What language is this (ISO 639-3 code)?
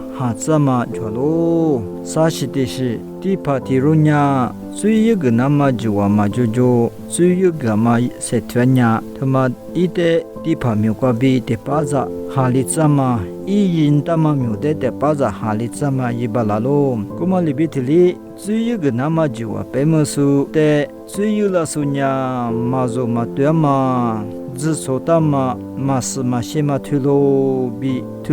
lis